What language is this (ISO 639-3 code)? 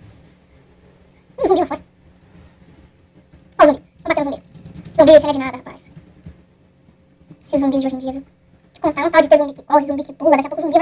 por